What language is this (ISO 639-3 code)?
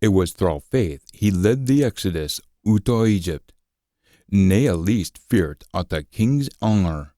sco